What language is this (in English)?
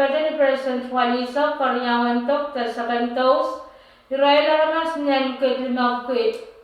Pohnpeian